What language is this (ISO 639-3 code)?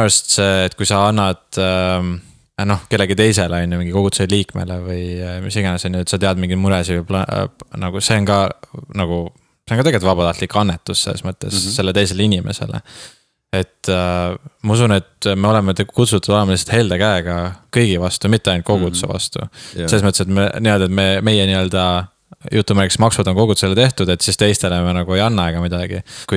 est